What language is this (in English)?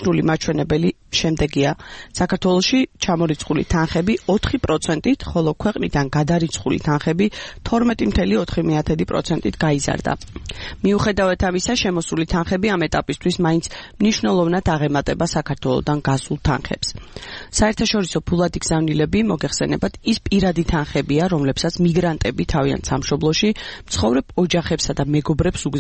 Georgian